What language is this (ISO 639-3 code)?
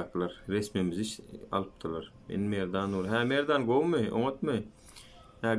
tuk